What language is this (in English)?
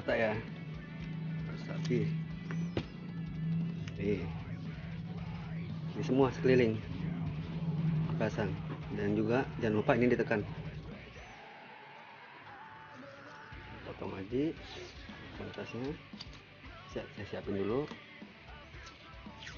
Indonesian